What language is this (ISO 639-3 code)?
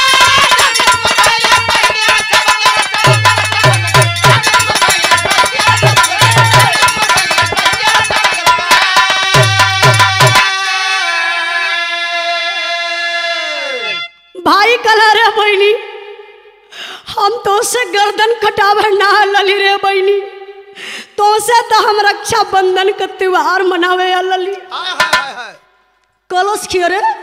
bho